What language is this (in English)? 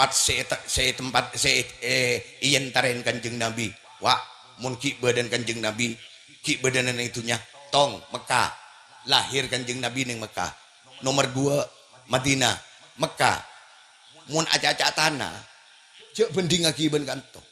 Madurese